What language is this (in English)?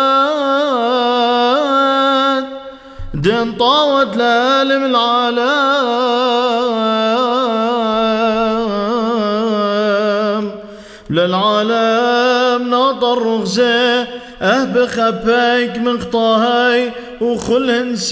Classical Syriac